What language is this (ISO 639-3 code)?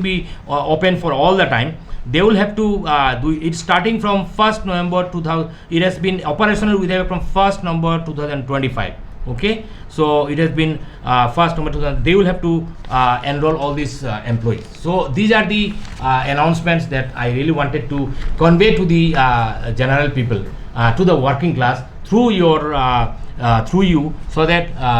nag